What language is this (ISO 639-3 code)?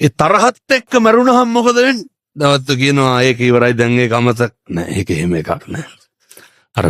sin